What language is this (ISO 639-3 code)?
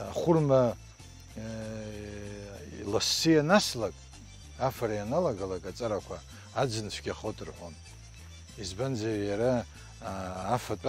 abk